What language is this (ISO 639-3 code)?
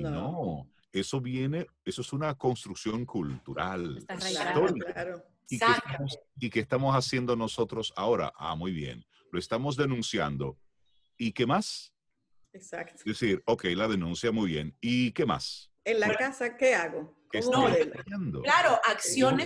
spa